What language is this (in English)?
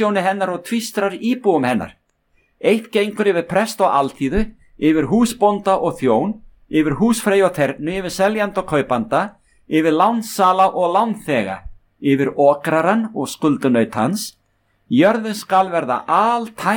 Icelandic